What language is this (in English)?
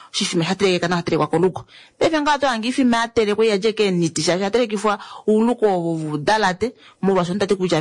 Kuanyama